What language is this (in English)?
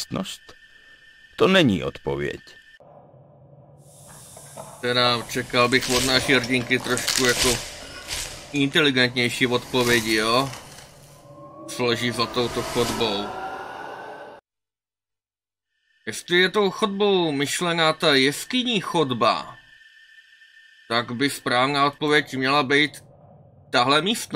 Czech